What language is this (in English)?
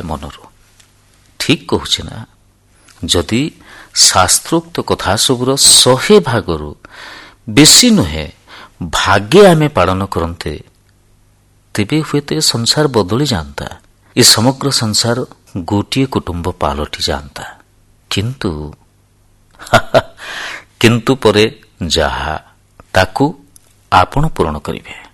Odia